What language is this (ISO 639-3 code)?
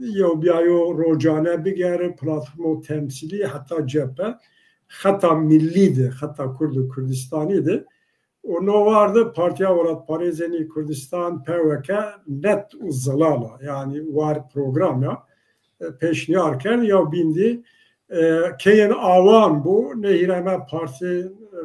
zza